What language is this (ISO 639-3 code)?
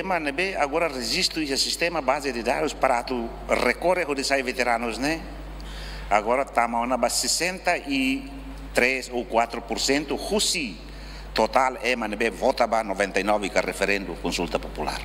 tet